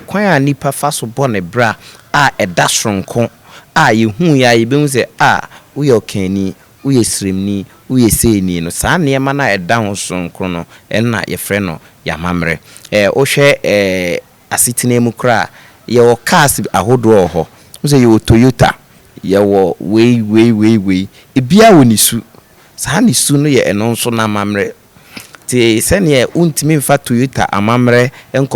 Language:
Akan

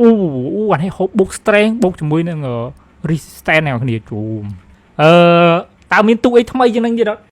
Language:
Khmer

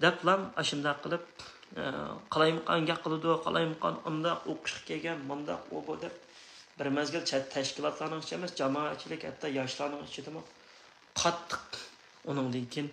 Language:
Uyghur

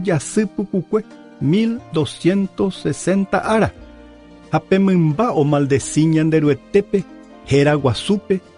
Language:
Guarani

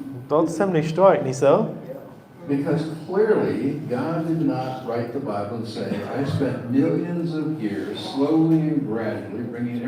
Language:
Plautdietsch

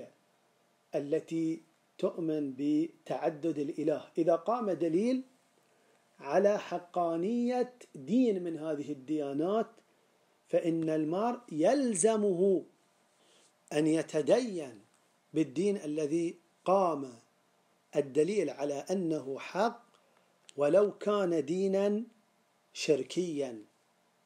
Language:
Arabic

